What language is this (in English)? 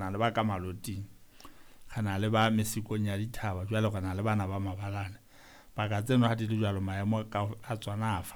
Southern Sotho